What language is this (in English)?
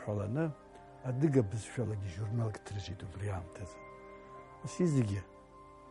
Abkhazian